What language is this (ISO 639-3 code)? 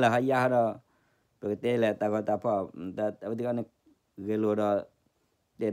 ksw